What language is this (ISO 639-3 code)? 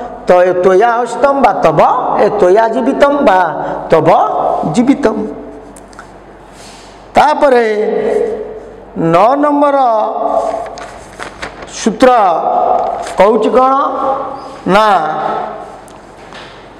ori